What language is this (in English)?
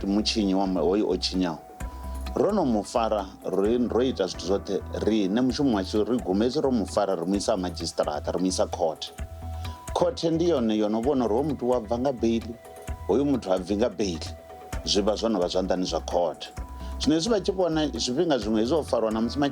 Venda